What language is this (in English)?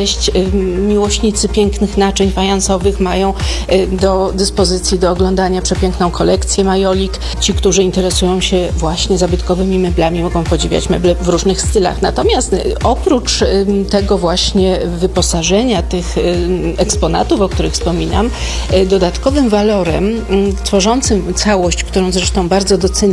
Polish